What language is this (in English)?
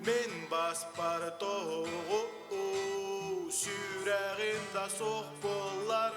Yakut